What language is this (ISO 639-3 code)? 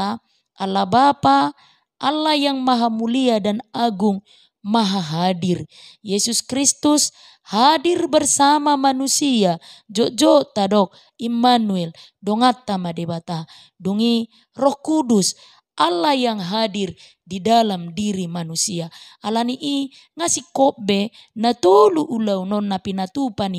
bbc